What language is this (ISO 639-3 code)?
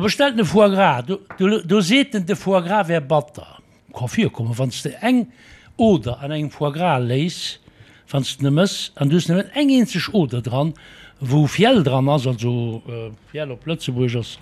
ltz